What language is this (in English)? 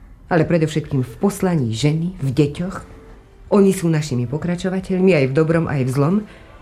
Slovak